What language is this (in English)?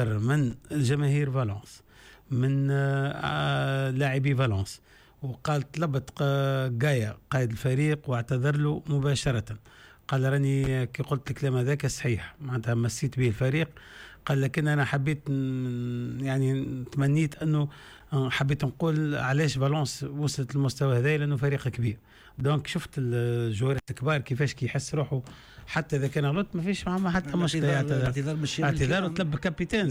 Tunisian Arabic